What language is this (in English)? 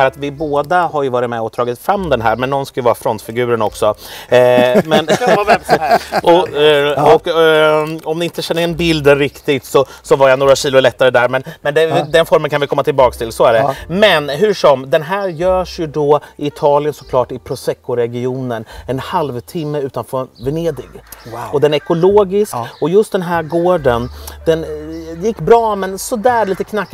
Swedish